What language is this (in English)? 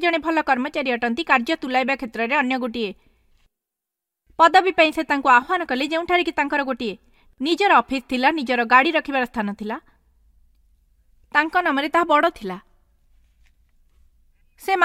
Odia